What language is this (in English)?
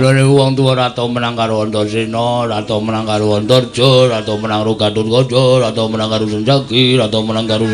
Javanese